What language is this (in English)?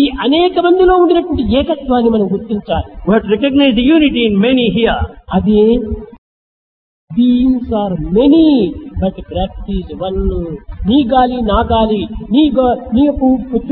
Telugu